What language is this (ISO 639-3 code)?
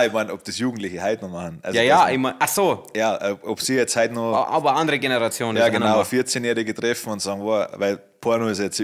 bar